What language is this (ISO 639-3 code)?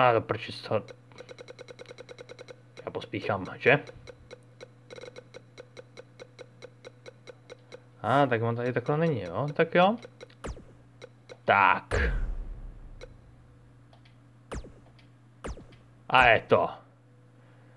ces